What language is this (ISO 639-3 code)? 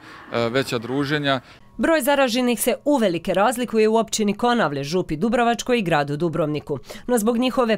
hrv